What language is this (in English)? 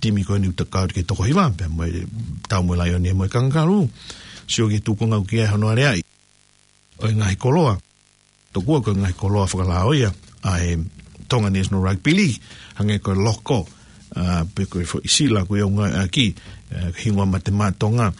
Tongan